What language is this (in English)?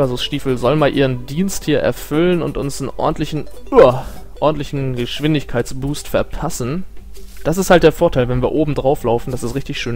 German